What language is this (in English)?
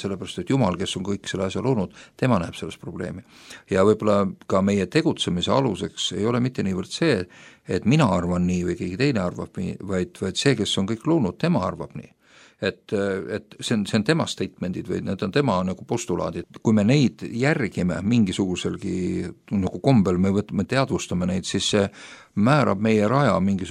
Estonian